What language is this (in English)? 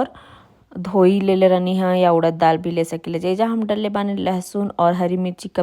Bhojpuri